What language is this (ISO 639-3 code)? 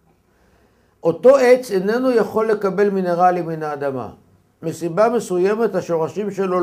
heb